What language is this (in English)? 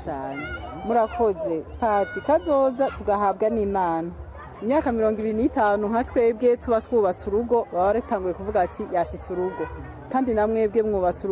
Rundi